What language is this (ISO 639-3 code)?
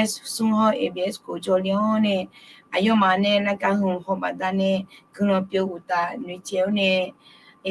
ahk